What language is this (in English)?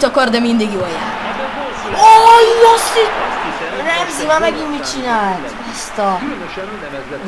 Hungarian